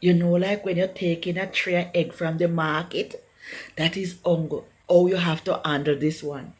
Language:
Jamaican Creole English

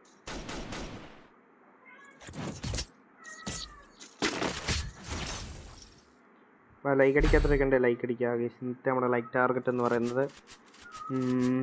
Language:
Malayalam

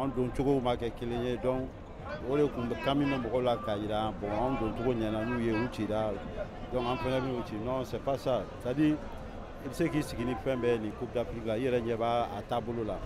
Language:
Bambara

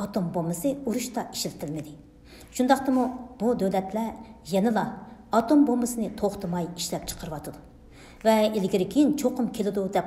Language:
Uyghur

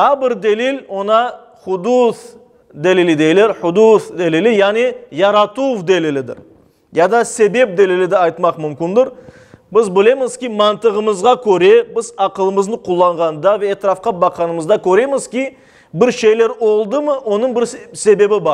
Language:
Crimean Tatar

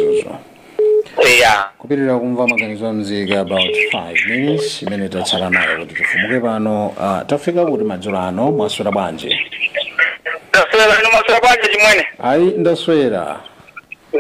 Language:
Nyanja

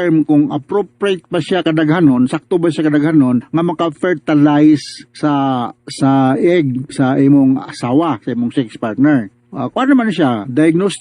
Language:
Cebuano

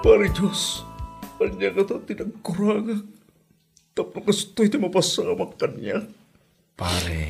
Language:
Iloko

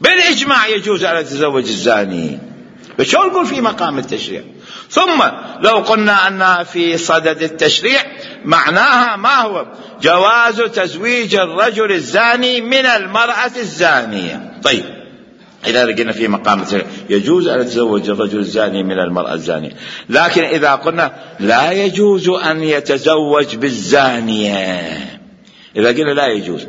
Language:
Mesopotamian Arabic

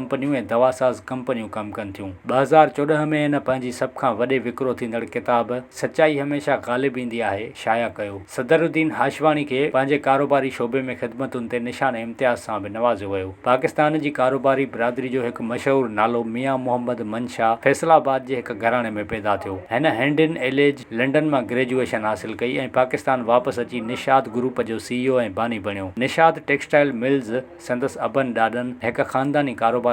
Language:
Sindhi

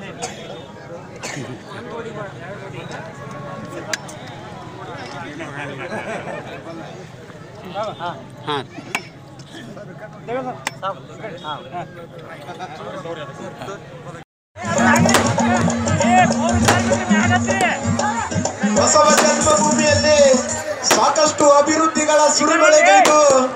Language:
Kannada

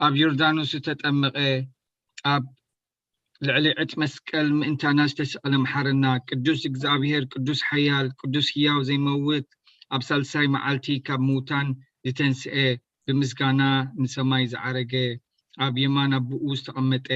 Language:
Tigrinya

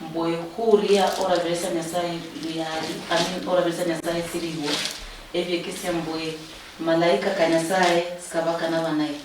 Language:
Luyia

